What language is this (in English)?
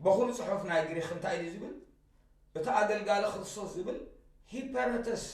Tigrinya